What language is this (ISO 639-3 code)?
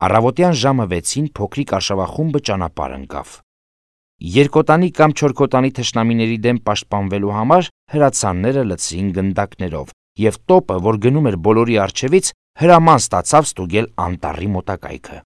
hye